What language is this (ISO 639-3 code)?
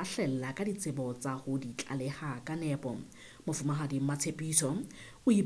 sot